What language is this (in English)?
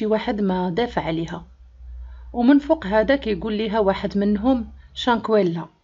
Moroccan Arabic